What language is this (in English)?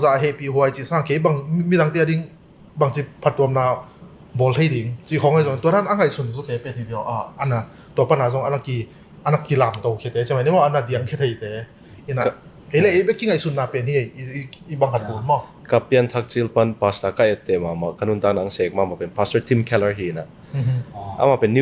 Tedim Chin